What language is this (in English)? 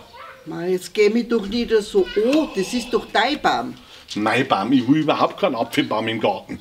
Bavarian